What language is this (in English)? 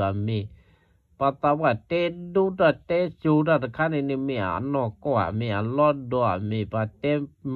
S'gaw Karen